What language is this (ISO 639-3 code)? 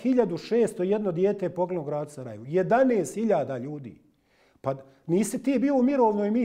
bos